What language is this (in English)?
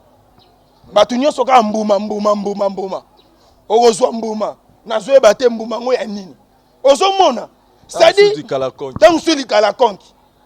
Lingala